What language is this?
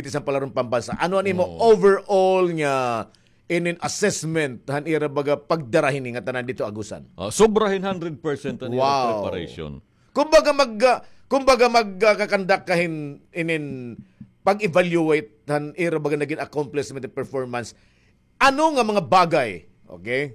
Waray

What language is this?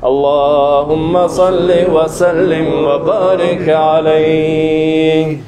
Kumyk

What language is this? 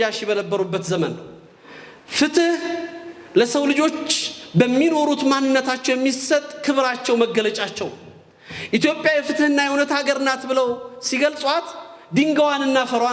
Amharic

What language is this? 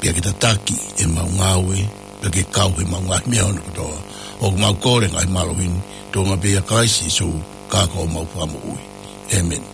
Tongan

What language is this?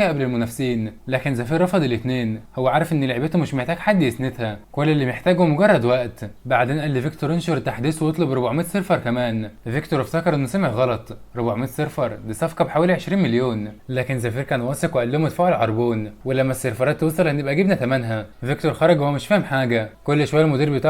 Egyptian Arabic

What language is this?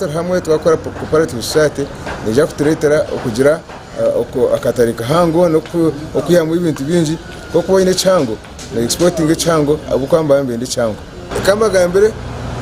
Nyankole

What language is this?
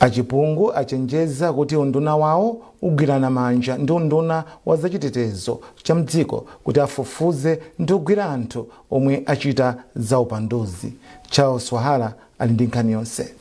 Nyanja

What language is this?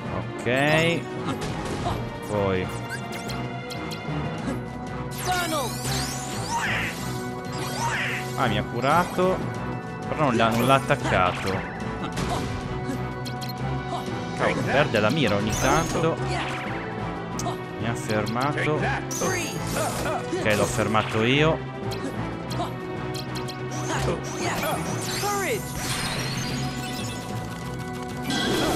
Italian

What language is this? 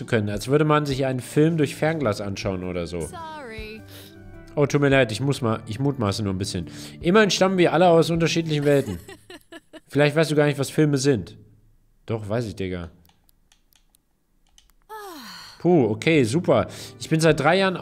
German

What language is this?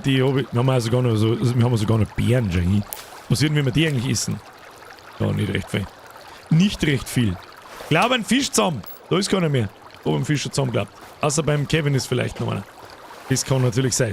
Bavarian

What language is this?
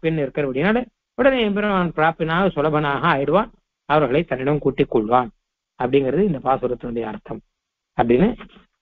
Tamil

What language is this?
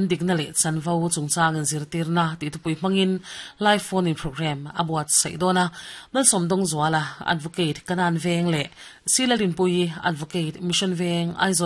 Mizo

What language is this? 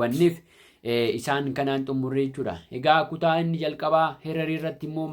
Oromo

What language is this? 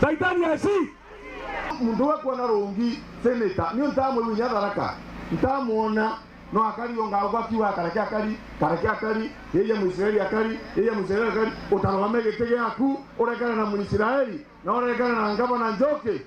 Meru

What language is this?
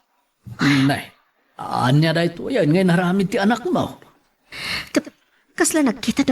Iloko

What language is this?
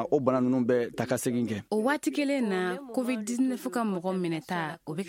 Bambara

